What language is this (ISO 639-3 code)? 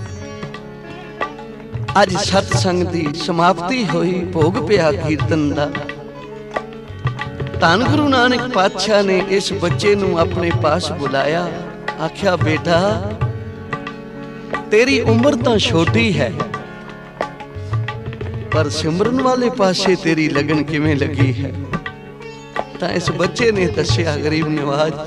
pan